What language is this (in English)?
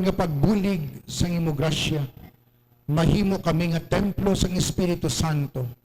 Hiligaynon